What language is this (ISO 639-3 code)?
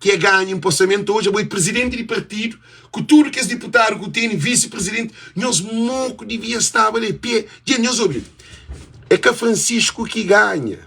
kea